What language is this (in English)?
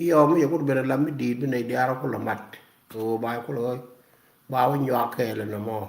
Nuer